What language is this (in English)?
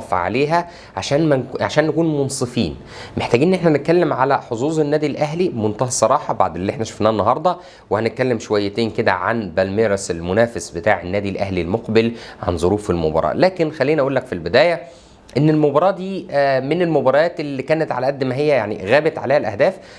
Egyptian Arabic